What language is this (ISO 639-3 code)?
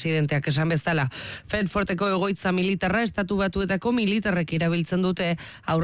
eus